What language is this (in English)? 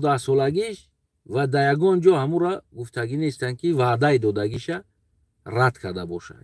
Tajik